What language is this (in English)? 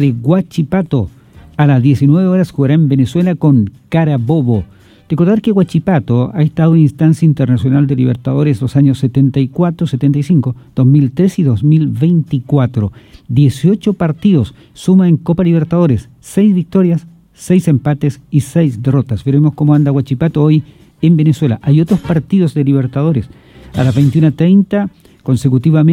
Spanish